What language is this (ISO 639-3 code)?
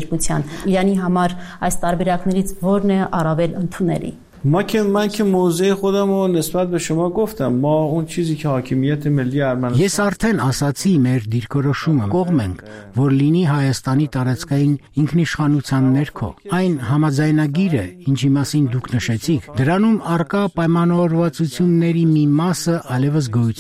hye